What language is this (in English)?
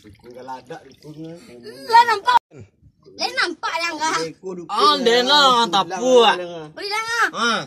Minangkabau